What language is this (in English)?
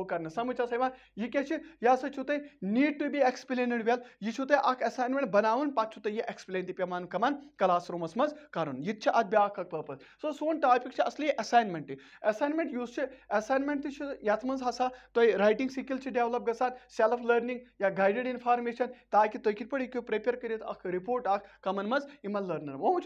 Kashmiri